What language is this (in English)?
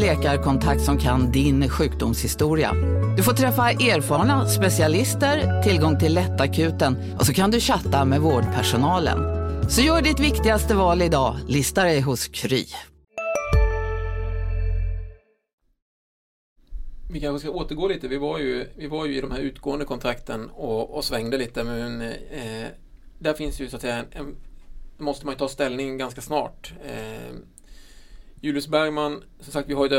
Swedish